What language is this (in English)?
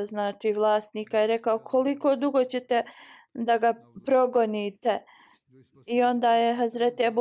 Bosnian